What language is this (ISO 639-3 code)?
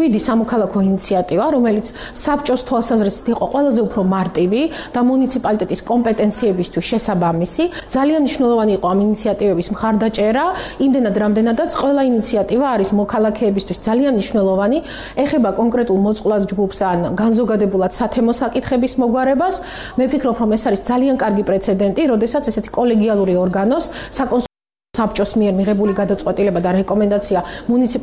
kat